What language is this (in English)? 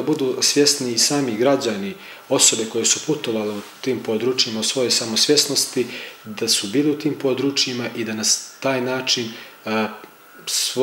Serbian